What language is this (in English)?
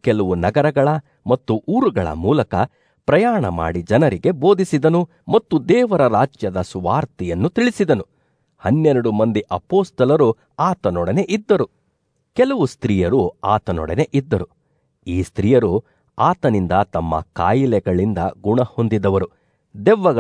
Kannada